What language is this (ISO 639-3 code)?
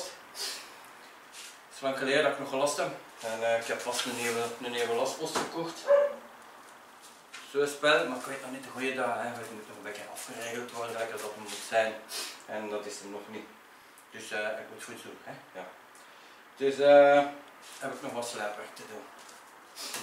nld